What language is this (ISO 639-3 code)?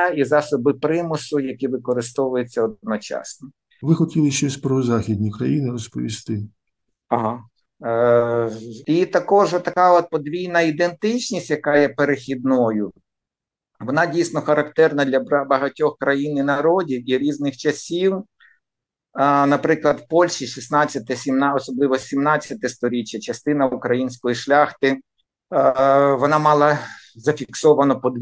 ukr